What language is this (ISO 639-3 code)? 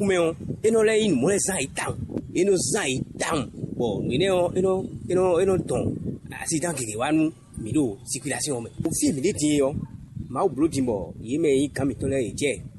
fon